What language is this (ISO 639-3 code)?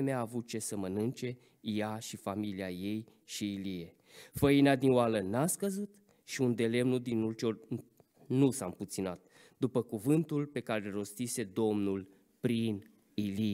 ron